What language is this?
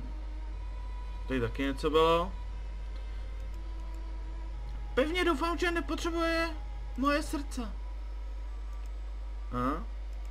Czech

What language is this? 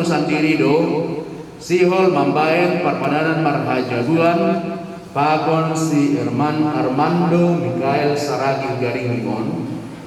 Batak Simalungun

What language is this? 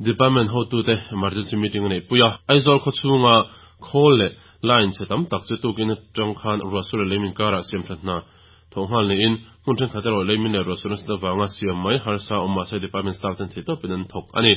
Mizo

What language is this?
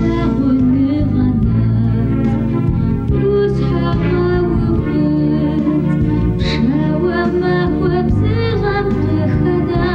Kabardian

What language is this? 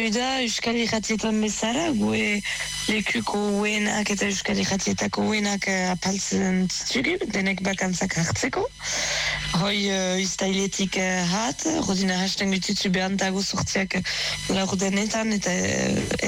Basque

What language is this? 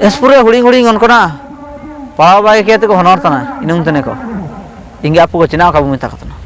Ho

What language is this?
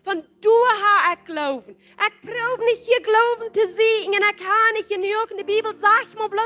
Plautdietsch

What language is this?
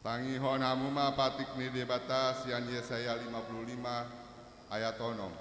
Batak Toba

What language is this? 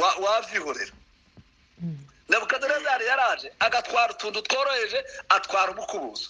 Kinyarwanda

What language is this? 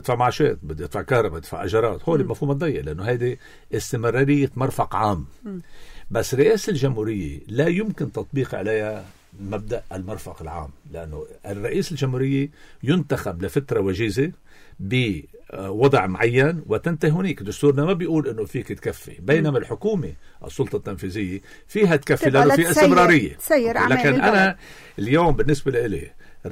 North Levantine Arabic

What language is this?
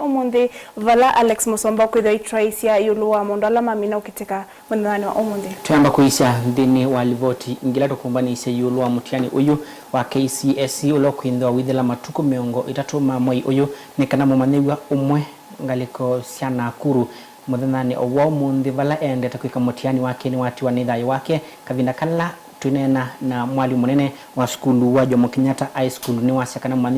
Kamba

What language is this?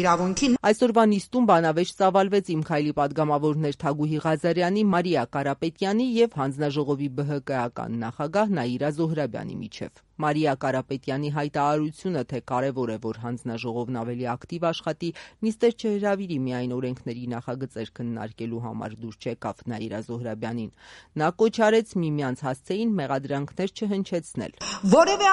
Armenian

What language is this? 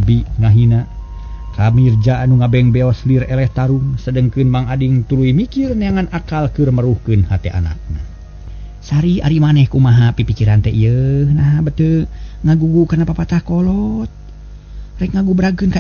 Sundanese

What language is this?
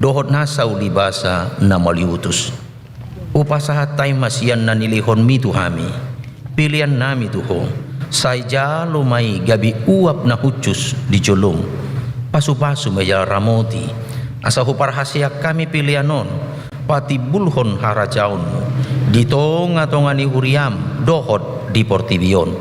Batak Toba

